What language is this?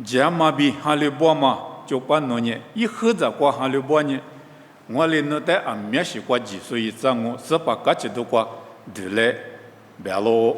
Lisu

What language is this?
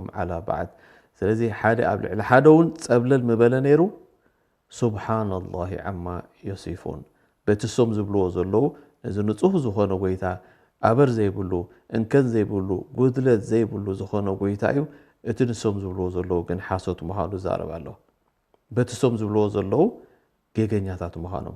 Tigrinya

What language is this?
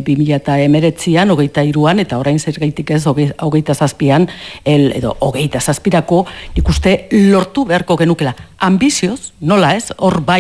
Basque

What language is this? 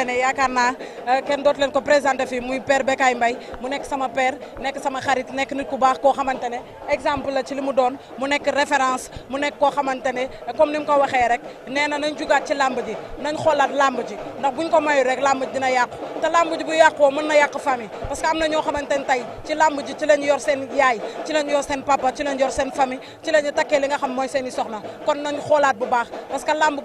Wolof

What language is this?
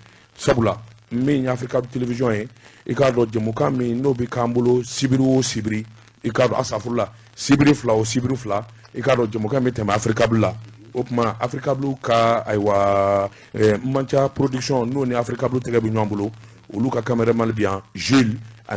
Bambara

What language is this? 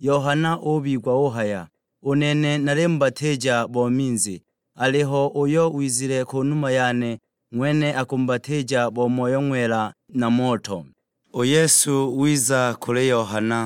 Sukuma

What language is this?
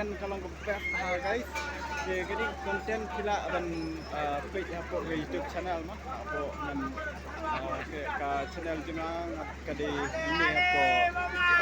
Khasi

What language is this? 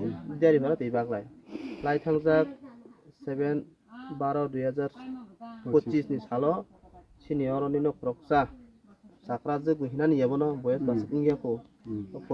Kok Borok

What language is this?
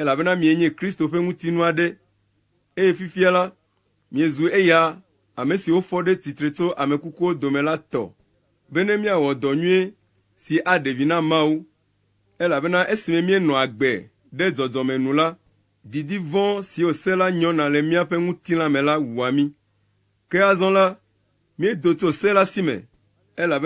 Ewe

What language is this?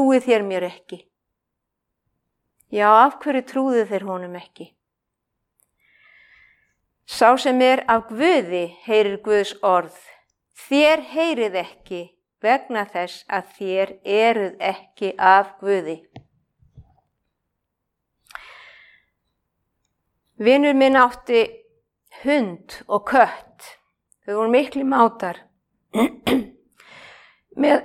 Icelandic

